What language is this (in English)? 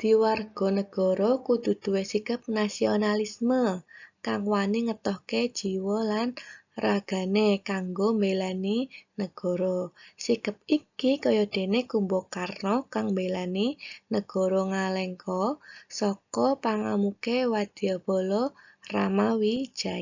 Javanese